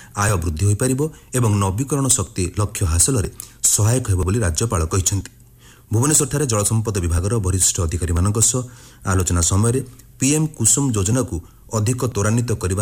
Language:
Odia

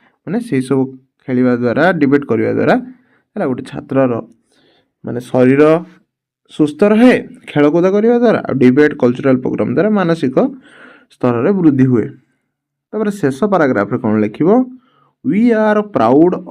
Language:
Odia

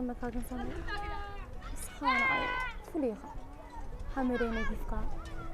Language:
Tigrinya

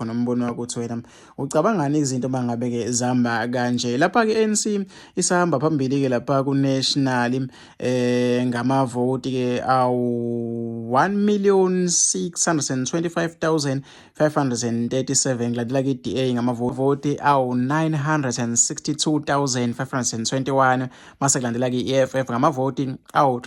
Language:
Zulu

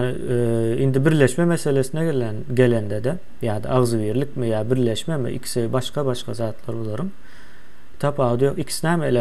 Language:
Turkmen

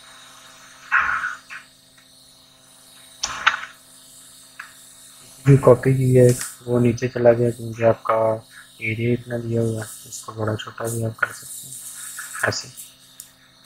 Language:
Hindi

